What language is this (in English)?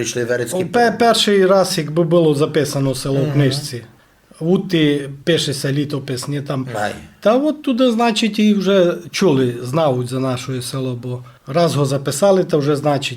Rusyn